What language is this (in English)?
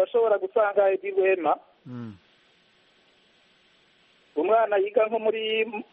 Kinyarwanda